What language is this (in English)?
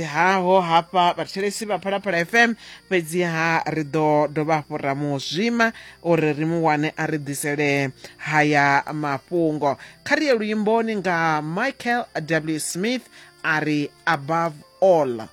Venda